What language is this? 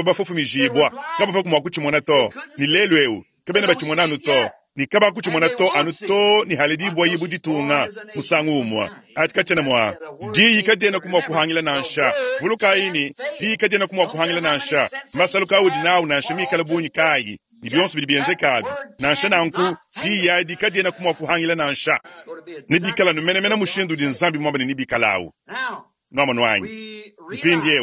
Luba-Lulua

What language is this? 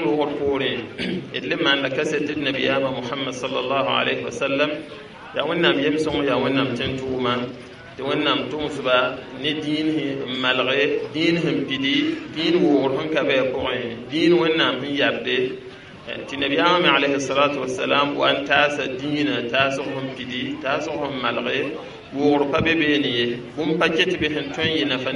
Mossi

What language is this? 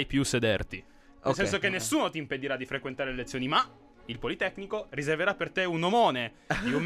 Italian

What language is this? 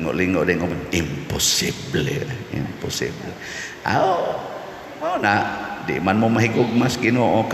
Cebuano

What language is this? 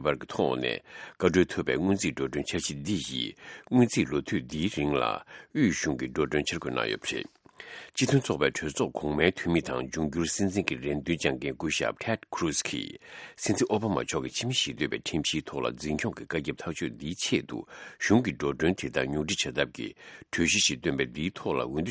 Tibetan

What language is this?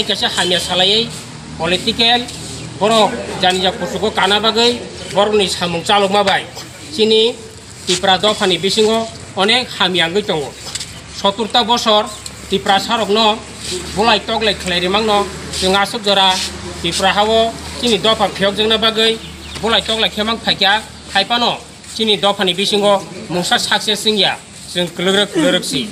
Kok Borok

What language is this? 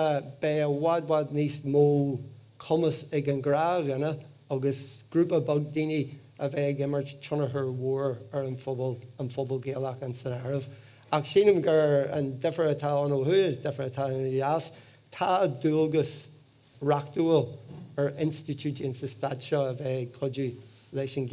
Irish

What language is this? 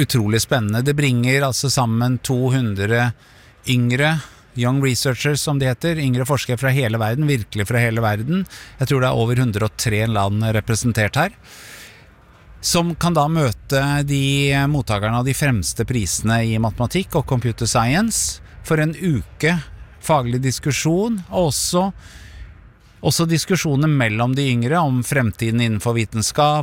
Norwegian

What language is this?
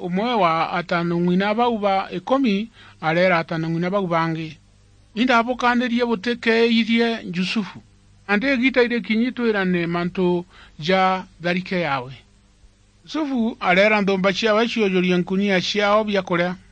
Meru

